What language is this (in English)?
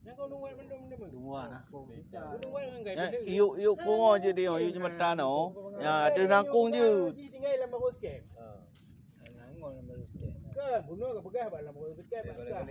Achinese